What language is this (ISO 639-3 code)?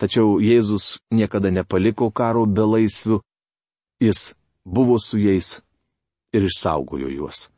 lit